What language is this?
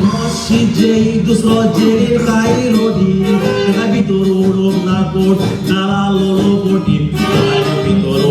Konkani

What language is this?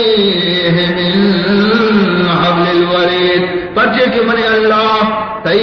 Baluchi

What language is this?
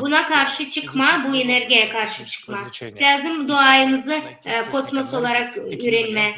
Gagauz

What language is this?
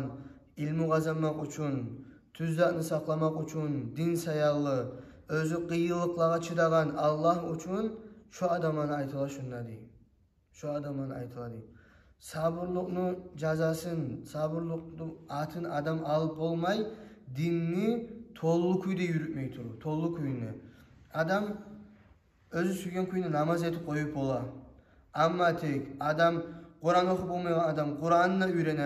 Kumyk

